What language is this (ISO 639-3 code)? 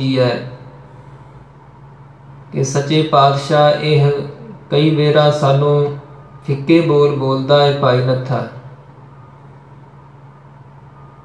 pan